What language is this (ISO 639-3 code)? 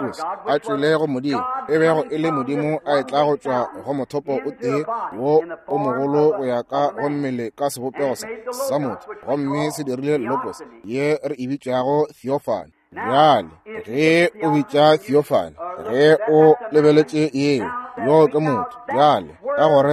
nso